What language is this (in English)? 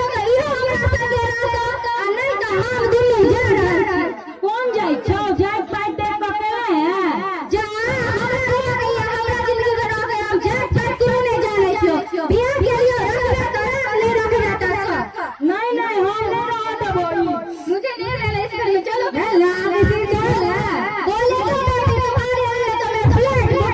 Maithili